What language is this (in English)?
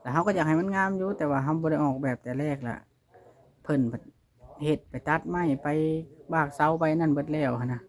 Lao